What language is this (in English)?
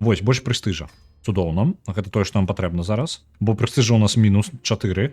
Belarusian